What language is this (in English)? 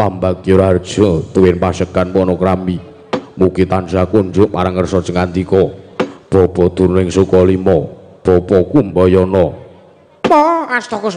Javanese